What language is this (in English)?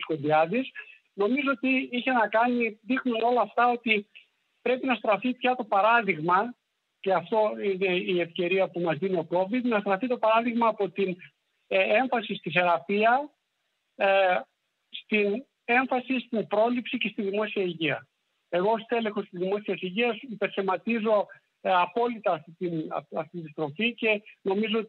Greek